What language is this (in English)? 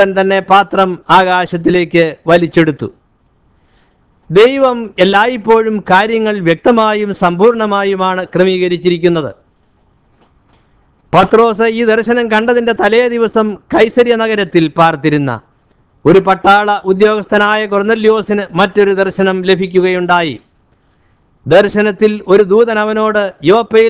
Malayalam